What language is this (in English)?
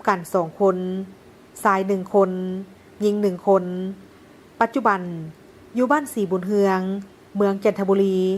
Lao